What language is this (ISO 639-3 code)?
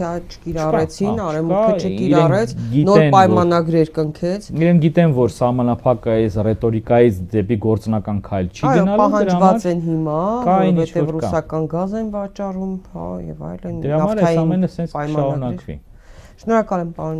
hye